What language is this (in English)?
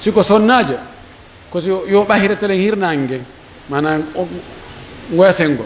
Pular